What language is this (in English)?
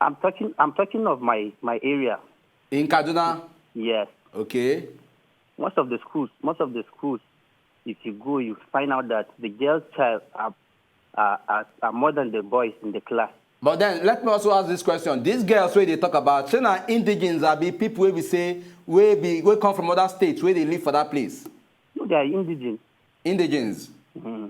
Nigerian Pidgin